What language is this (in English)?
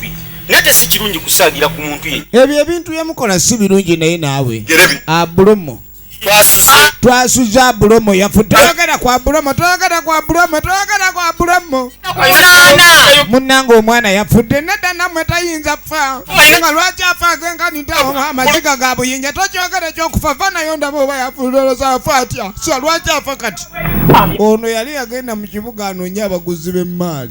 Ganda